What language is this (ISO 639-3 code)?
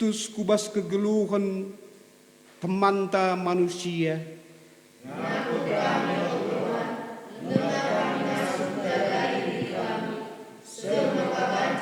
btx